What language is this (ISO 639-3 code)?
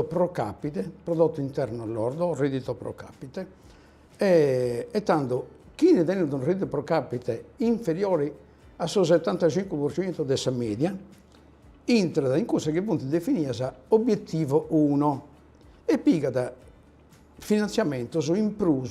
srd